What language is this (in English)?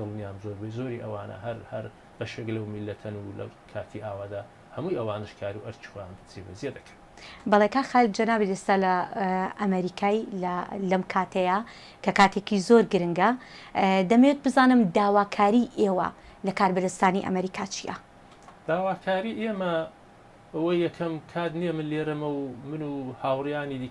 Central Kurdish